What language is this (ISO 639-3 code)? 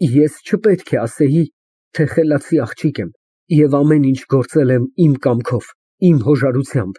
hye